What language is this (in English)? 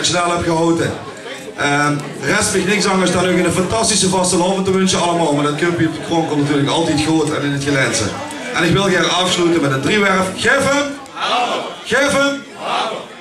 Limburgish